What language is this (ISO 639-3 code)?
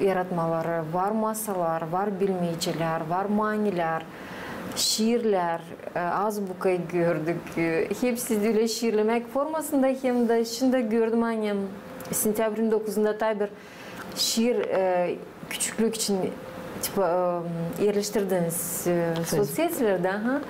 gag